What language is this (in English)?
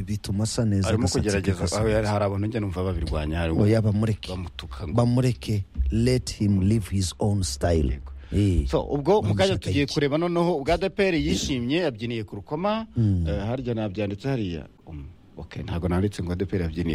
Kinyarwanda